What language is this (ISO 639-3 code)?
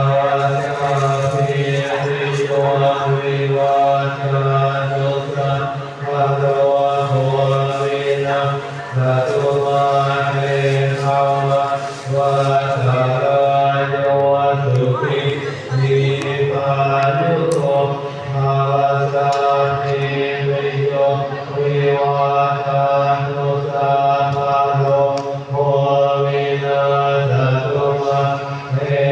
pli